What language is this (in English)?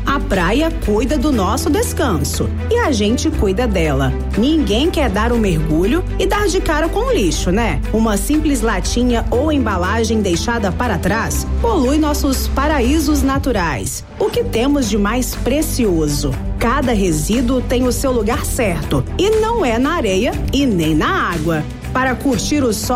Portuguese